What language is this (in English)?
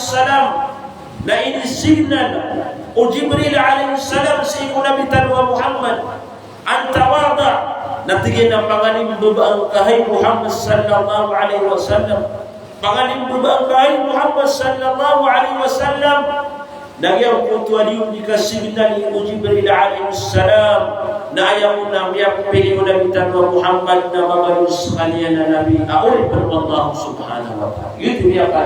Maranao